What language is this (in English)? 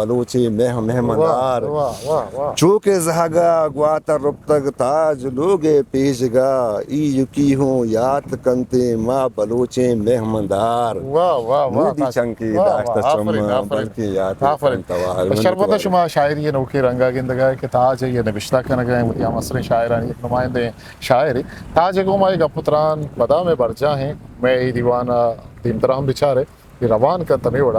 Eastern Balochi